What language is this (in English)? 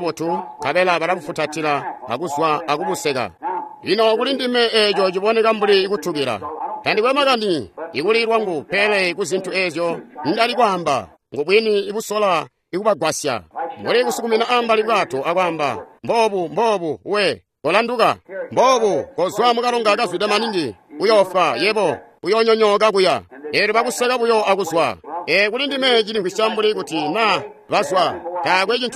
Tonga (Zambia)